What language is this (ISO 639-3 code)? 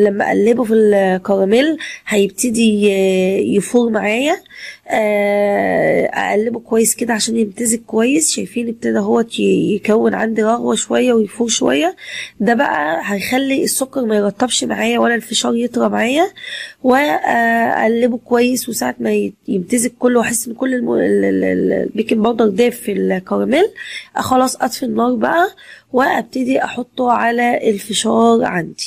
arz